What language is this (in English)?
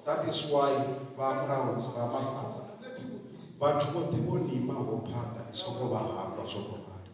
Venda